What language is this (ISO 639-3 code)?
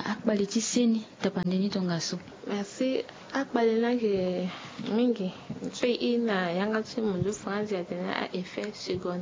sag